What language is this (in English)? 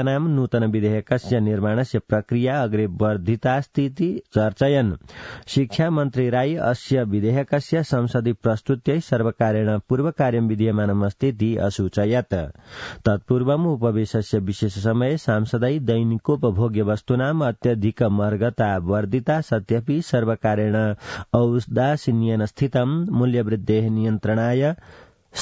Sanskrit